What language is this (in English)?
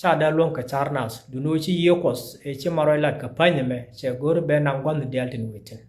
Nuer